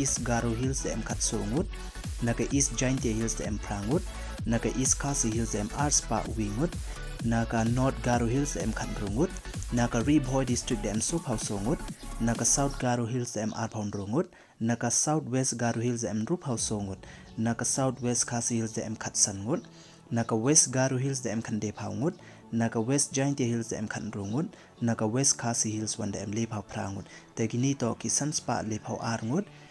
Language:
Pnar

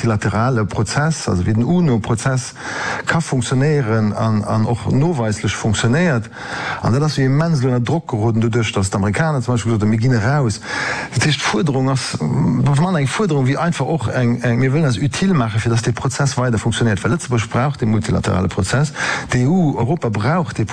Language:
Luxembourgish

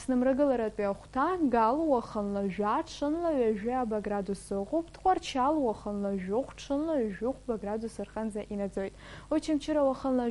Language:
Abkhazian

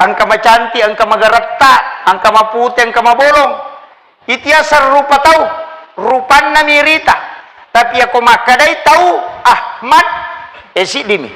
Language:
Buginese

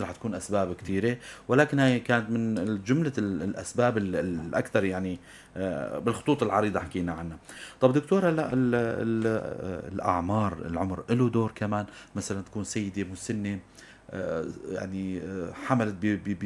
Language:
North Levantine Arabic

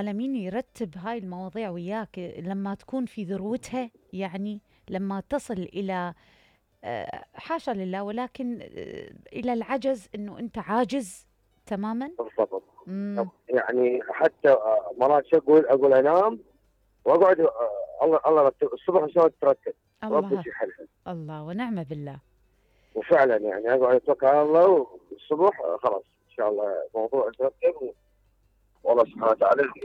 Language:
Mesopotamian Arabic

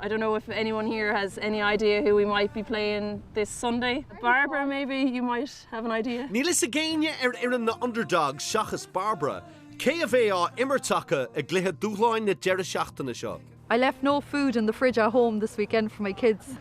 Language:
Irish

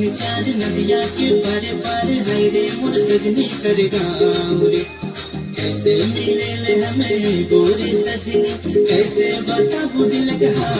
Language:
Sadri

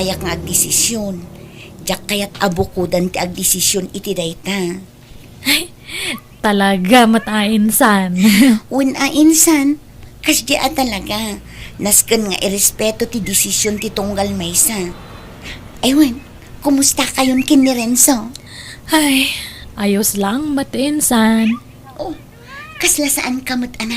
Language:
Iloko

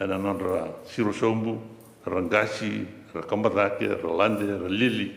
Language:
Fijian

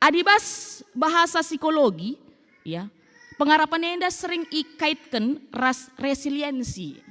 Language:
Batak Karo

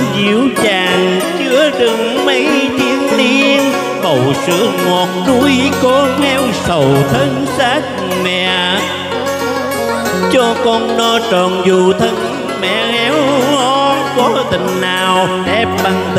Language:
Vietnamese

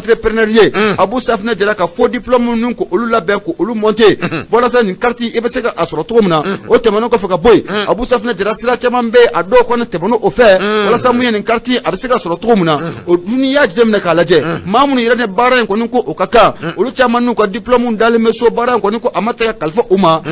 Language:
Bambara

